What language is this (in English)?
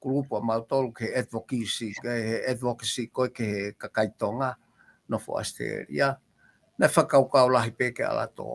Tongan